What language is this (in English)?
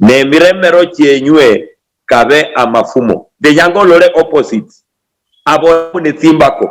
Luyia